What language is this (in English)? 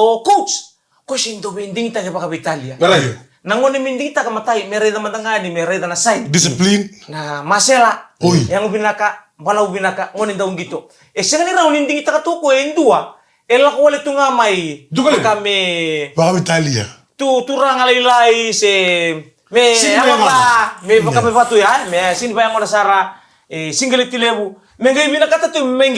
Fijian